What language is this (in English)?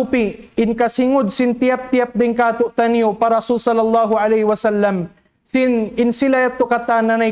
Tausug